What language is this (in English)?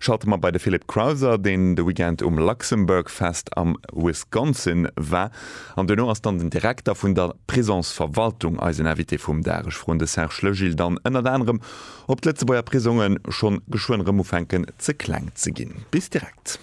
Luxembourgish